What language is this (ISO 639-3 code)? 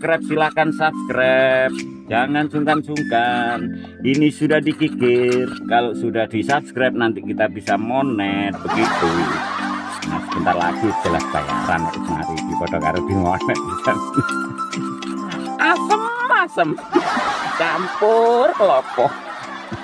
ind